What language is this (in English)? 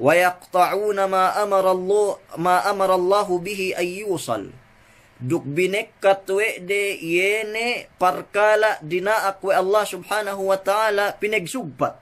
Yakan